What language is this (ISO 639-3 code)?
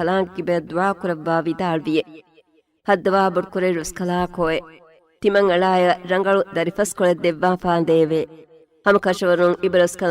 div